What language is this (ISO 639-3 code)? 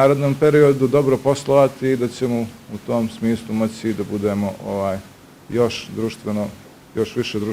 bos